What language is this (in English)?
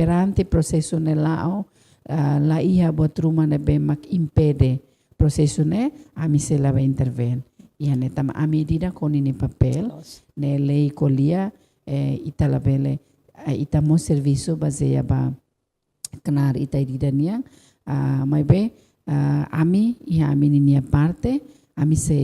Tetum